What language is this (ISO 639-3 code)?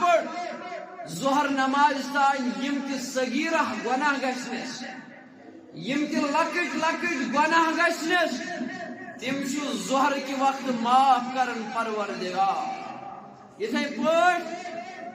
kas